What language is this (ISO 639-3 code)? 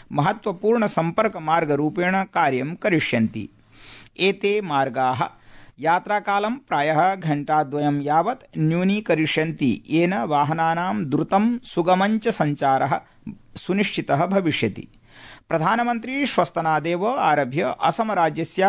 san